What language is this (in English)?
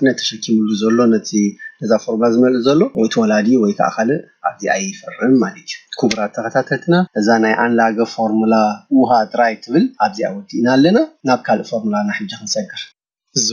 Tigrinya